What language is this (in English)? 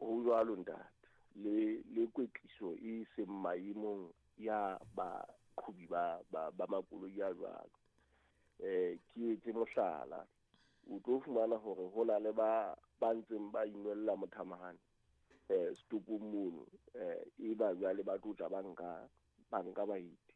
Southern Sotho